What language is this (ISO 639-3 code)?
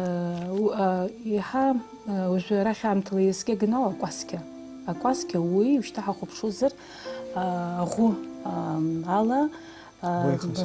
abk